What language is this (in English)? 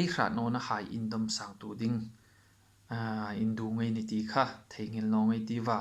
Hmar